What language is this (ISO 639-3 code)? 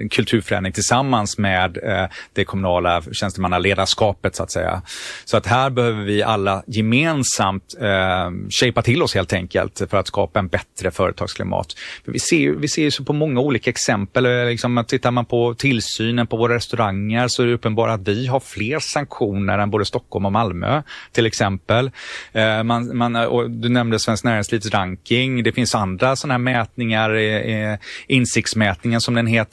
swe